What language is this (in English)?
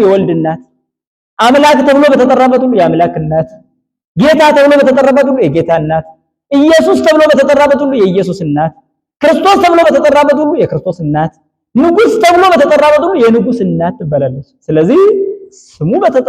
Amharic